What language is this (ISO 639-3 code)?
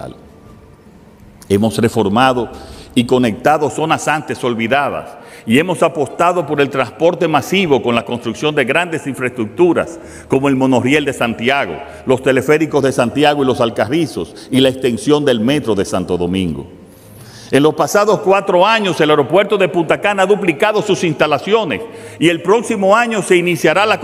spa